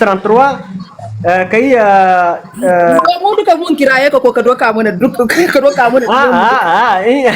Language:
Hausa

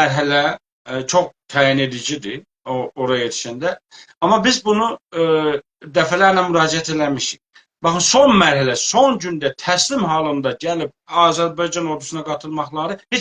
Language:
South Azerbaijani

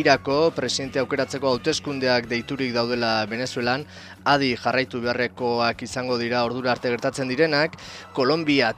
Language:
Basque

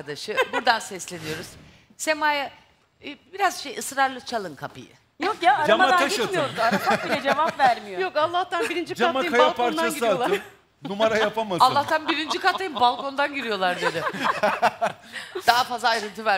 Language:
Turkish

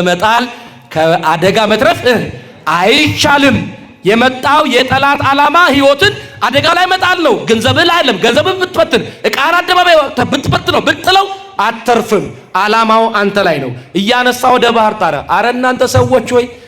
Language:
Amharic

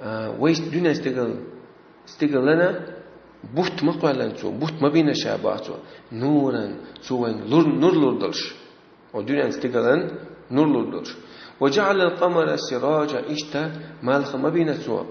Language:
Chechen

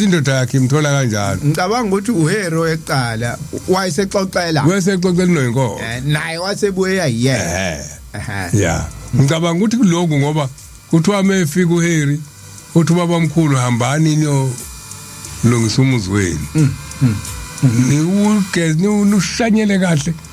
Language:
Zulu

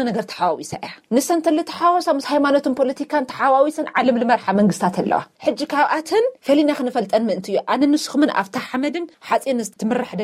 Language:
Tigrinya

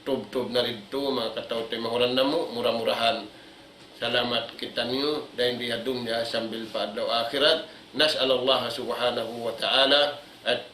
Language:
Tausug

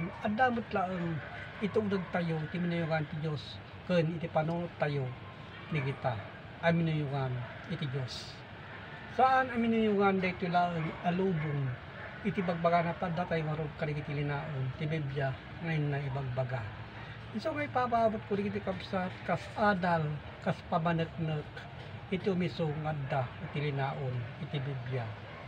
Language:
Iloko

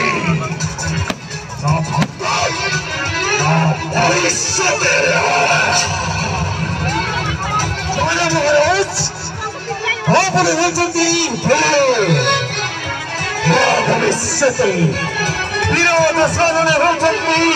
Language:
Odia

